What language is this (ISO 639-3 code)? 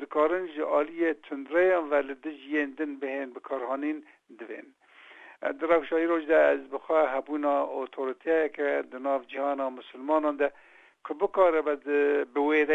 kur